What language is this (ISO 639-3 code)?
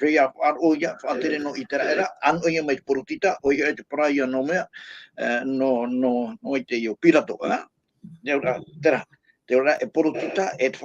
tah